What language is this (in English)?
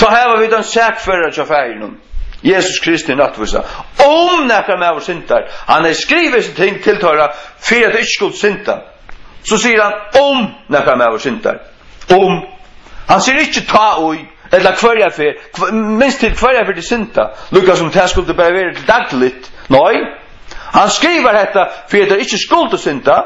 Faroese